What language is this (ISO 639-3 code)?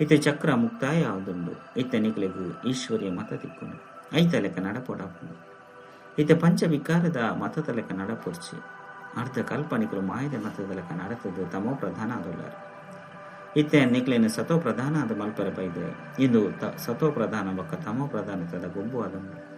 tcy